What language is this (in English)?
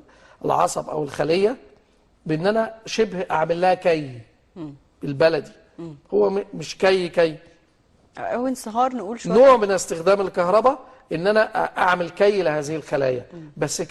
Egyptian Arabic